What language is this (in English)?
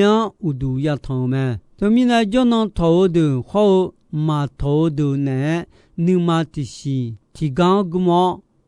Akha